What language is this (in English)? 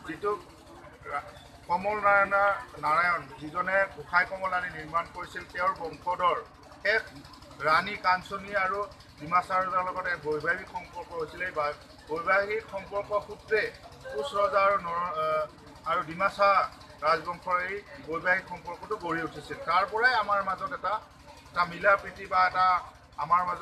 Assamese